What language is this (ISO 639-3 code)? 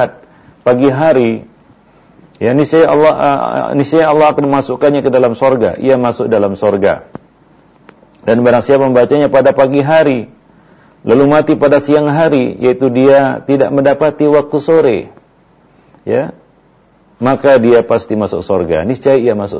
ind